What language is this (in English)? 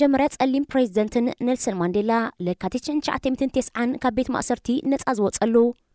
Tigrinya